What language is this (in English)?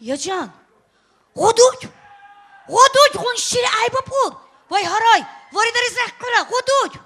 Tabassaran